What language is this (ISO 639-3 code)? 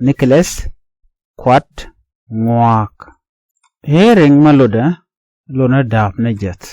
nus